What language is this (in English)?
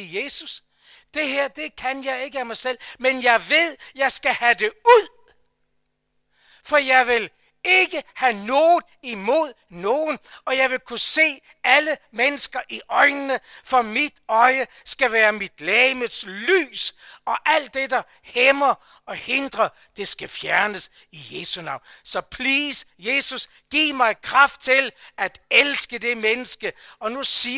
Danish